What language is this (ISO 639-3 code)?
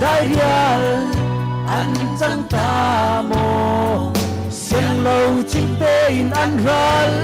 cfm